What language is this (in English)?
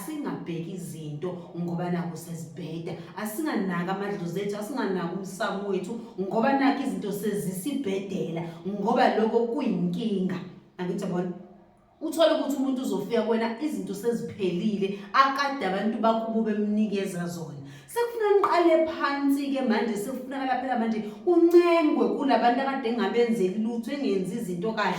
Zulu